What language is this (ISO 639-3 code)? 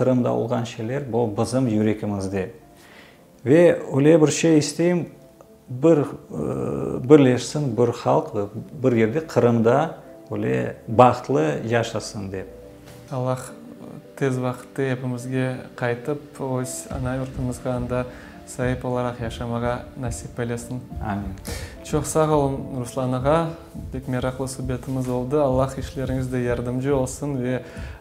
crh